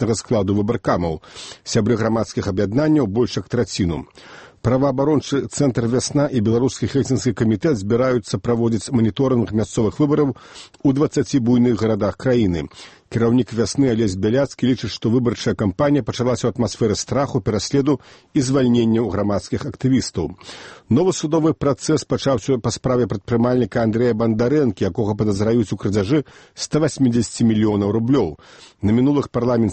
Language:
Belarusian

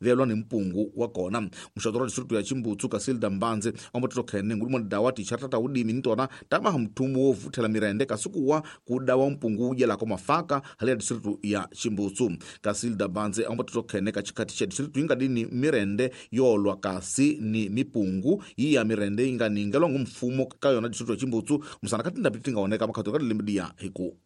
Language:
Tsonga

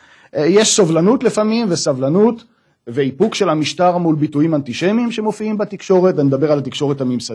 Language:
Hebrew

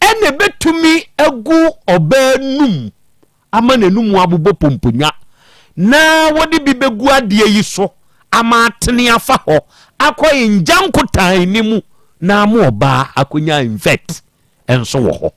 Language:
Akan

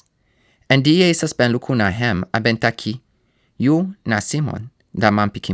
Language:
Sranan Tongo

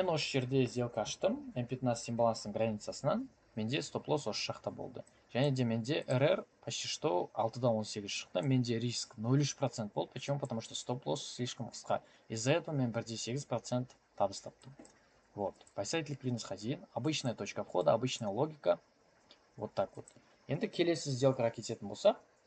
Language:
Kazakh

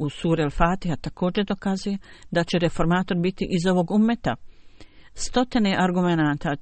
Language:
Bosnian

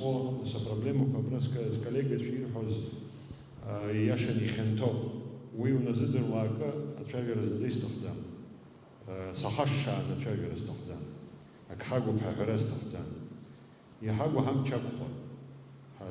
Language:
Abkhazian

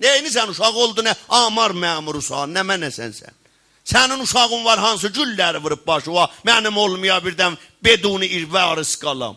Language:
South Azerbaijani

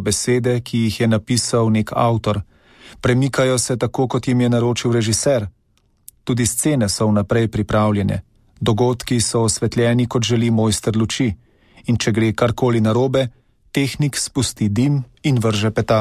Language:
Slovenian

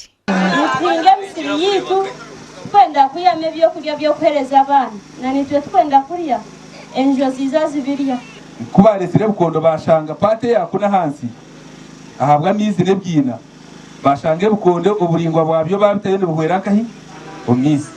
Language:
Nyankole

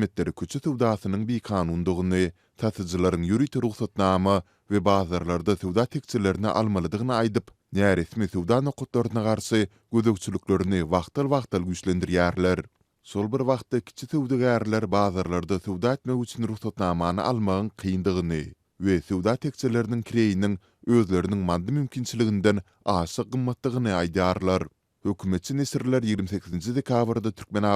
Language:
Turkmen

